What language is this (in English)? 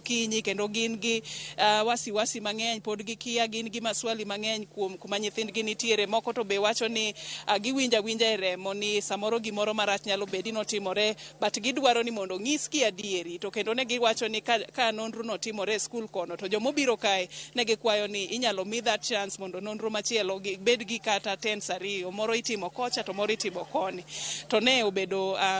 Luo (Kenya and Tanzania)